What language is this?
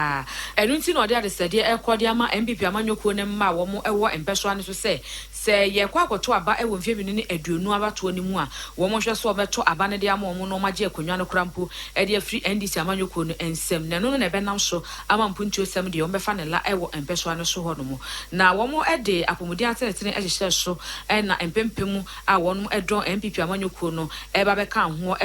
Akan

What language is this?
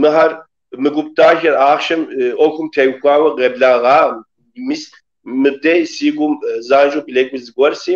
Kabardian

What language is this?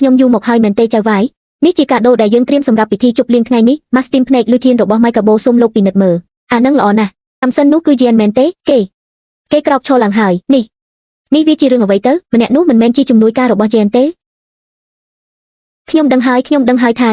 Khmer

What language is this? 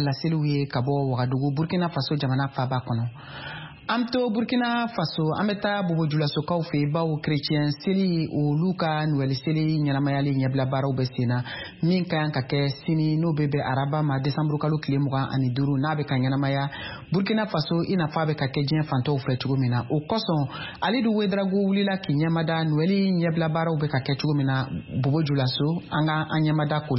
Bambara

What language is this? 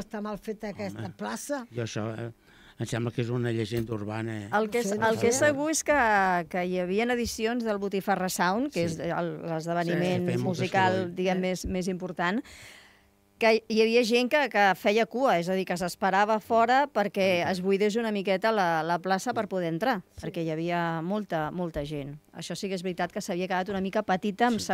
Catalan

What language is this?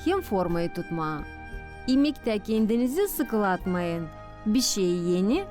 Gagauz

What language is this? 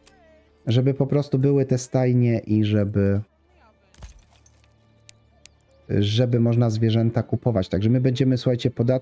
Polish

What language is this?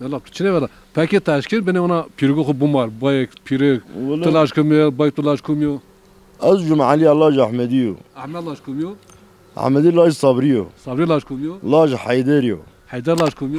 Zaza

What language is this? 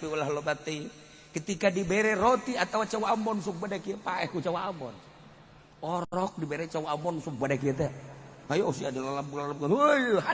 Sundanese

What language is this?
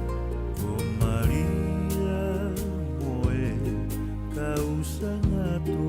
Tongan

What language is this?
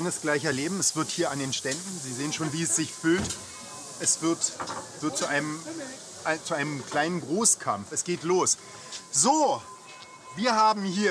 German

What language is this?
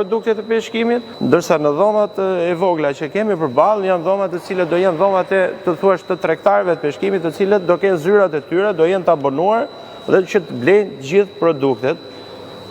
Albanian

